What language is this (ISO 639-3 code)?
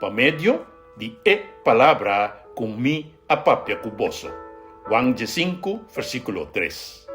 pap